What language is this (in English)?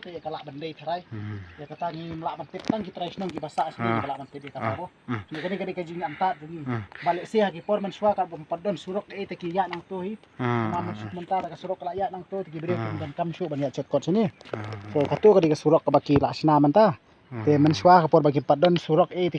Khasi